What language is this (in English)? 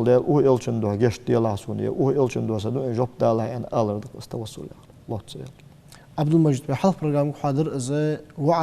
Ingush